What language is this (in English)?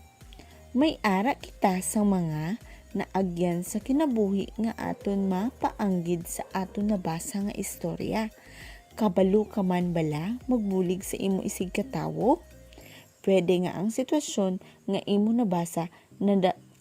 Hiligaynon